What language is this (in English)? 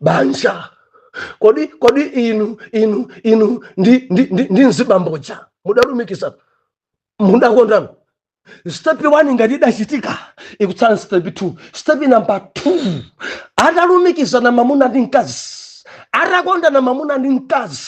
Nyanja